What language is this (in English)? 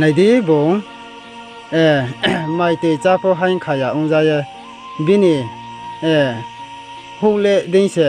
Riang (India)